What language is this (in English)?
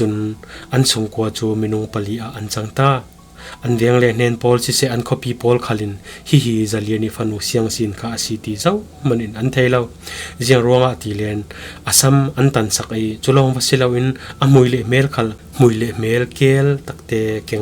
Falam Chin